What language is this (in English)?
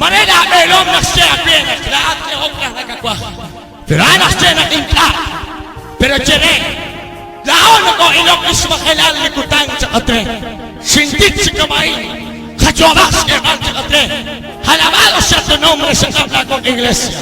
Kekchí